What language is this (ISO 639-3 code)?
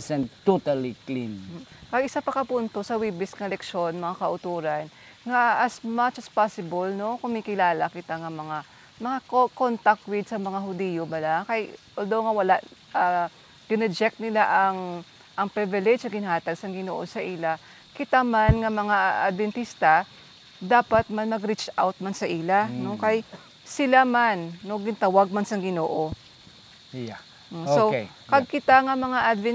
hil